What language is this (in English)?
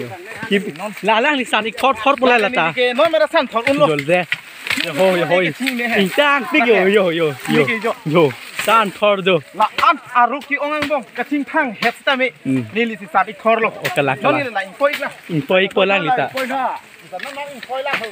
Karbi